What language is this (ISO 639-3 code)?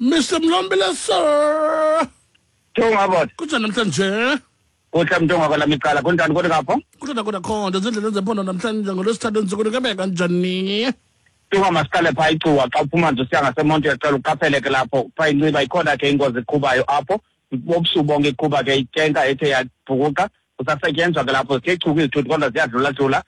xho